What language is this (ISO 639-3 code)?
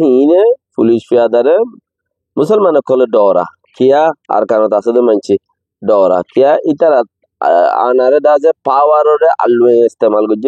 rhg